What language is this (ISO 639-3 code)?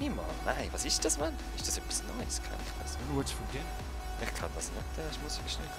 gsw